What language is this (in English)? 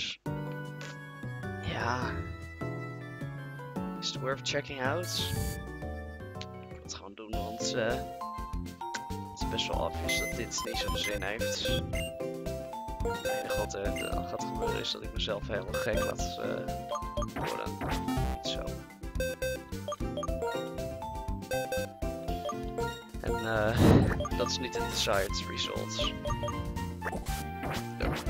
Dutch